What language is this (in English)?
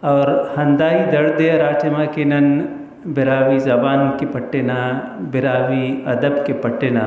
Brahui